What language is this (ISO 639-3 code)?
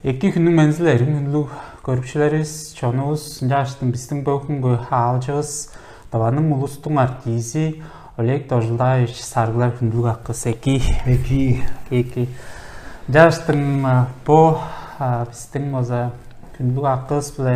tyv